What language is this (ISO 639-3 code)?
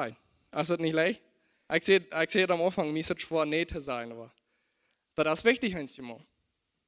pdt